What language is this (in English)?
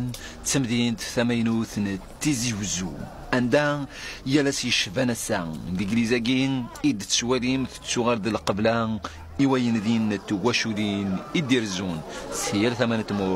Kabyle